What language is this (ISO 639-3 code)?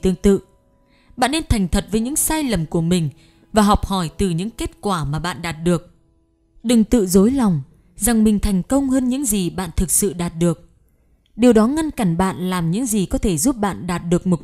vie